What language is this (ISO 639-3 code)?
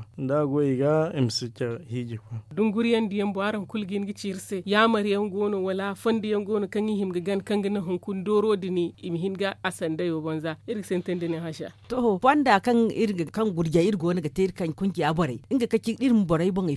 dje